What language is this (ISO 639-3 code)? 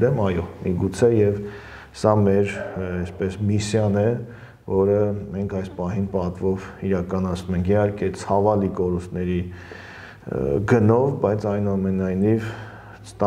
hye